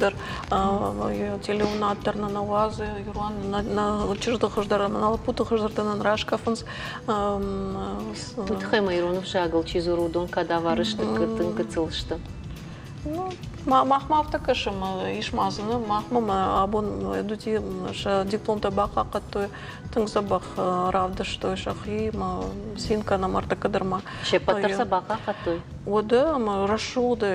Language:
Ossetic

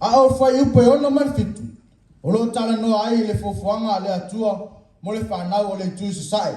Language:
Samoan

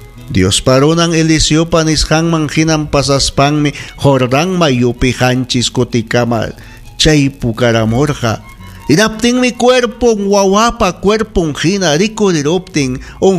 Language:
Ayacucho Quechua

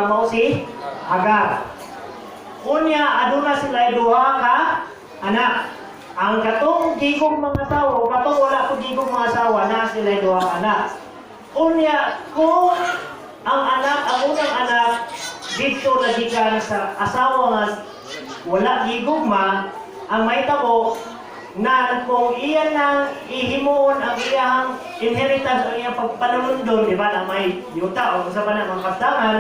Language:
Cebuano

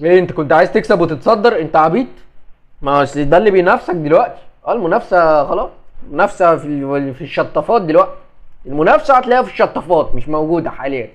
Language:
Egyptian Arabic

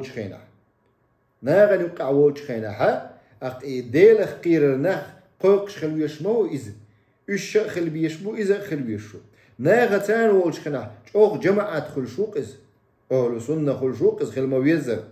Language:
Chechen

